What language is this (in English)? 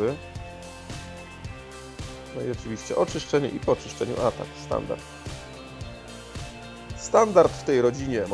Polish